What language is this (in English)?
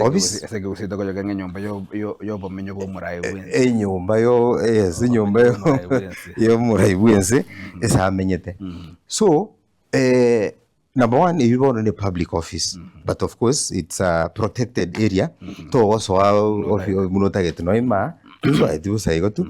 Gusii